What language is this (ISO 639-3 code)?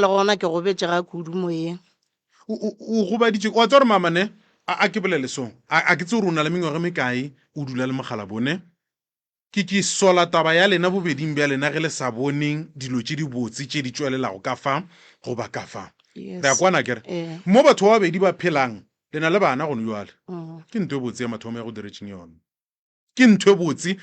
nso